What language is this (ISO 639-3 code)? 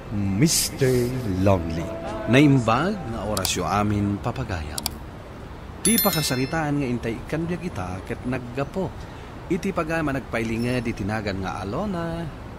ilo